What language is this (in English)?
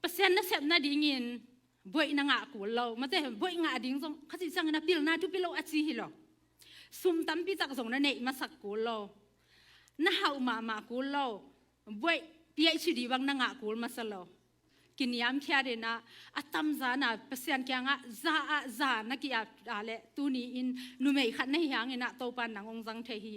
Tedim Chin